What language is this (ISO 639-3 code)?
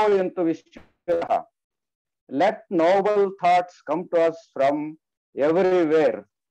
kan